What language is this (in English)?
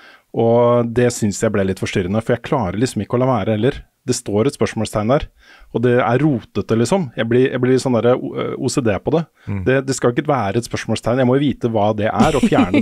Norwegian